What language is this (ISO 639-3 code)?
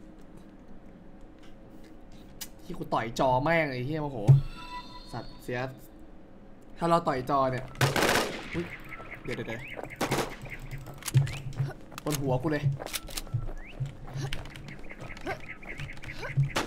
tha